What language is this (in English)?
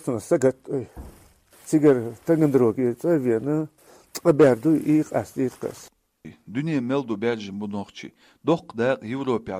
Chechen